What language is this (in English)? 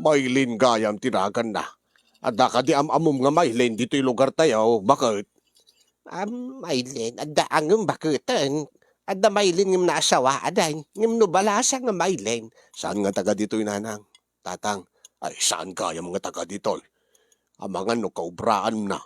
Iloko